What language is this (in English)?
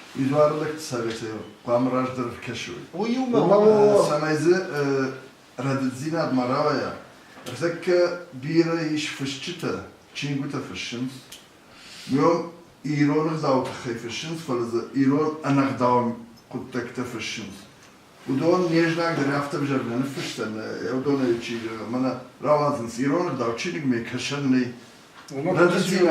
Ossetic